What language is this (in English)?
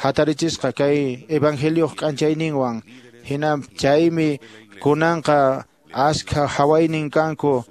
Quechua